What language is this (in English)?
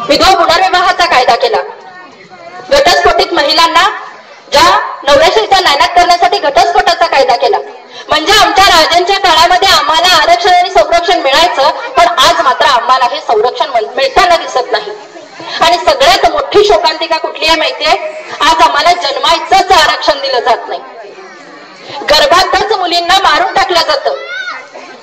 Marathi